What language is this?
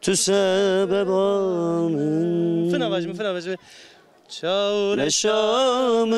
Zaza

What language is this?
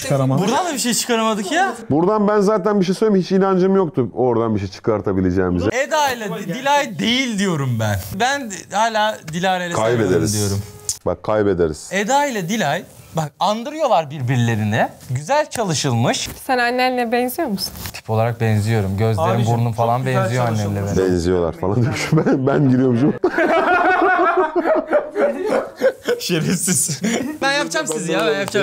Turkish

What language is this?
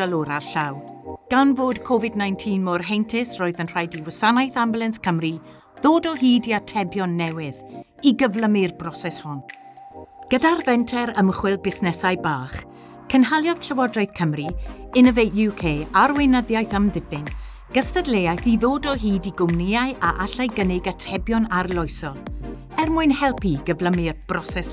Welsh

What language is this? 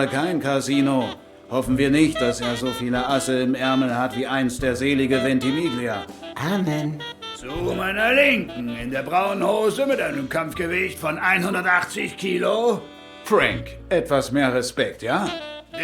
Swiss German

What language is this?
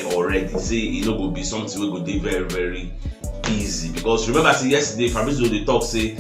Nigerian Pidgin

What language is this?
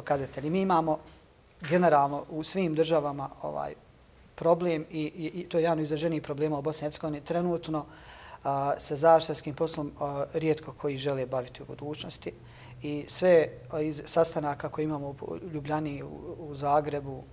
Bosnian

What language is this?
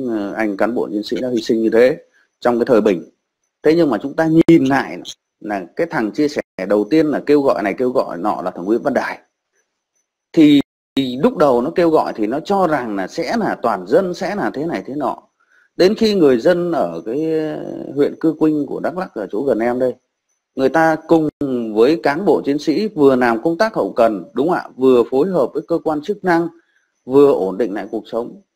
Vietnamese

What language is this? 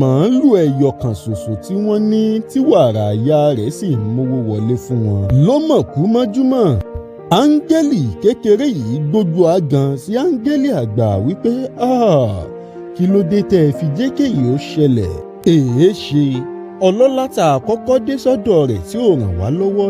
Yoruba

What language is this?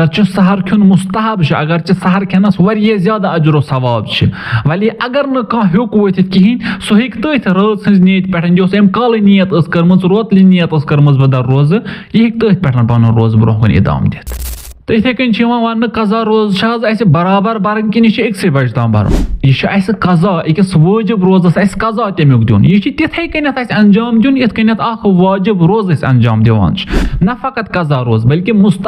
Kashmiri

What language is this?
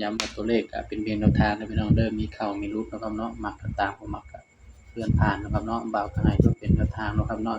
Northeastern Thai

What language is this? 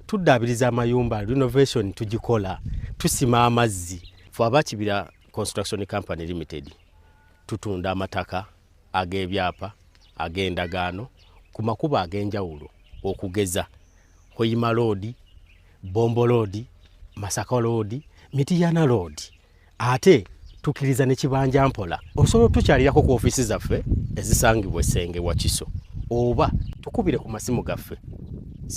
Ganda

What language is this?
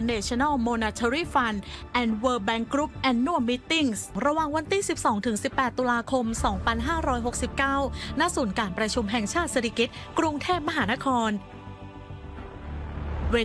Thai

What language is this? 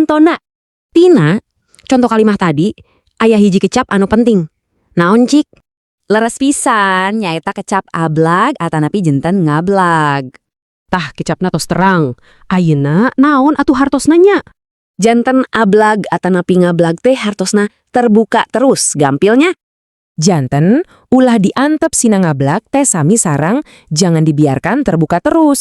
Sundanese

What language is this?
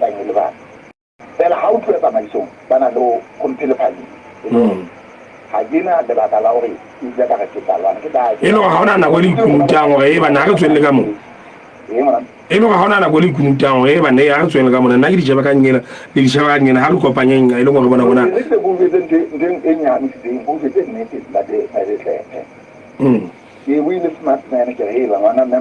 Southern Sotho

